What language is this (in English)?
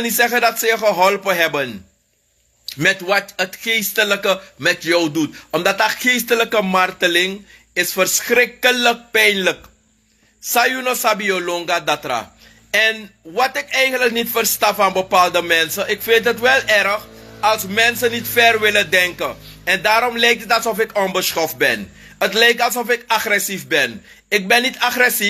Sranan Tongo